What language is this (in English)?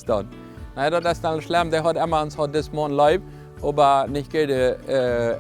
Plautdietsch